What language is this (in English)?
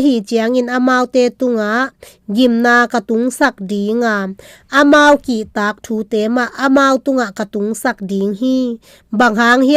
Tedim Chin